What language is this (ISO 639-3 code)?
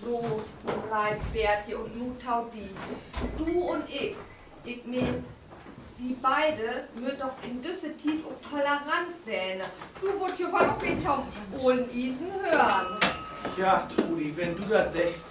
nds